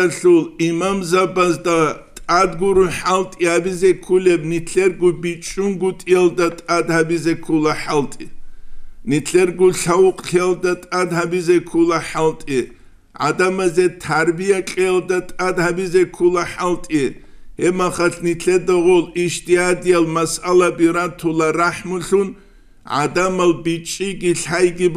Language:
Avaric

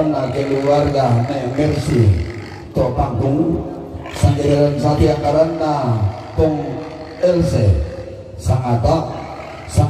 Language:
Toraja-Sa'dan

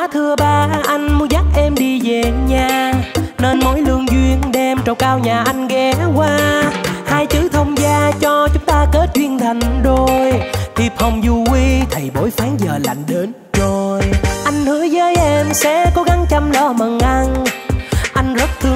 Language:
Vietnamese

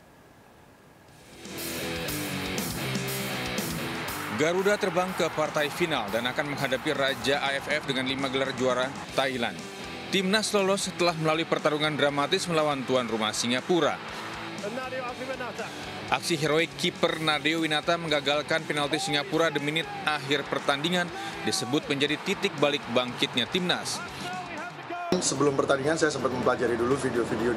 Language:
Indonesian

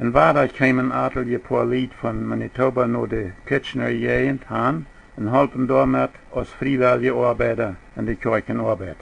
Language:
Plautdietsch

